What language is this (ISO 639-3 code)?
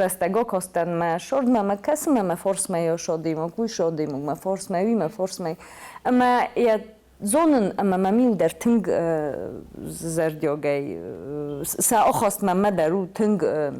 oss